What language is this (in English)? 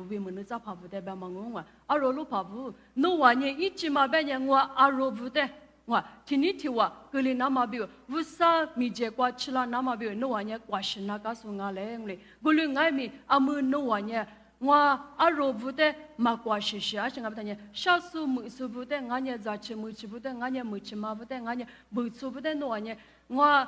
Lisu